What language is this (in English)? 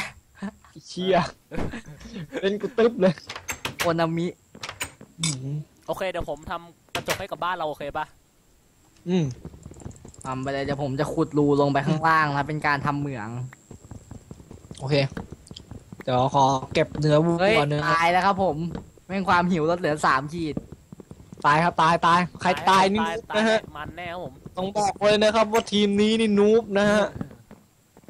Thai